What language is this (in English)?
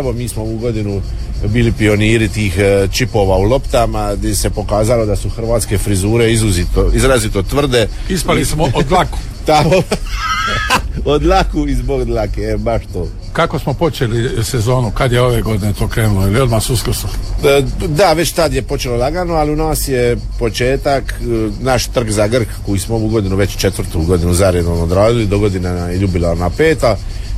Croatian